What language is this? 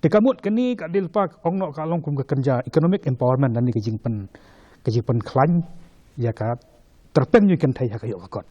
Khasi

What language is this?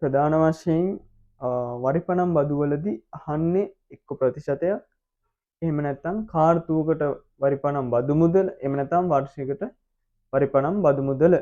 Sinhala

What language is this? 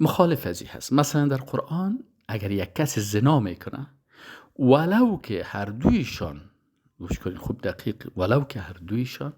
Persian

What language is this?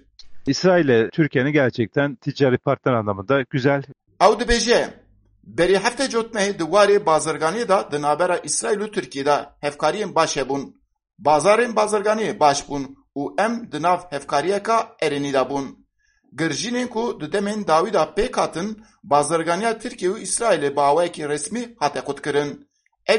Kurdish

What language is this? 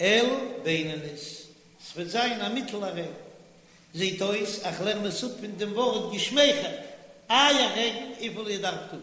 Yiddish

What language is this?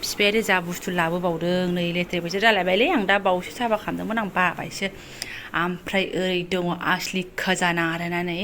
Bodo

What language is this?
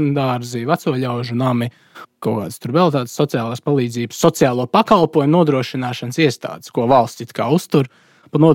Latvian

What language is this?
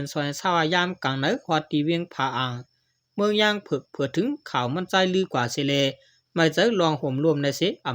Shan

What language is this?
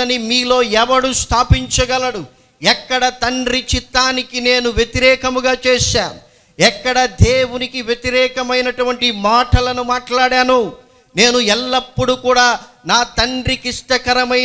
Telugu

